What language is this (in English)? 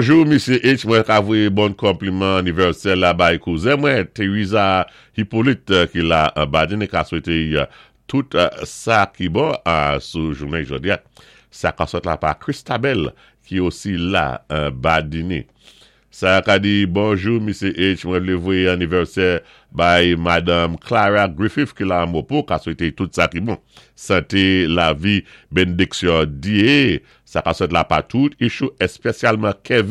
Saint Lucian Creole French